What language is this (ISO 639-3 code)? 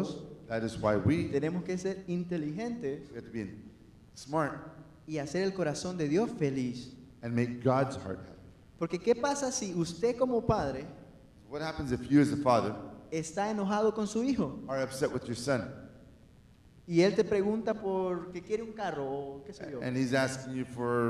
spa